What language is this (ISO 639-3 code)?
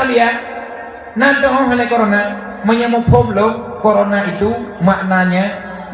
ace